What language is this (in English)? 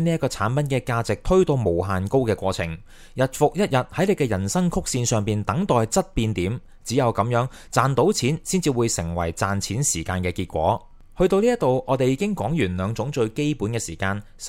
Cantonese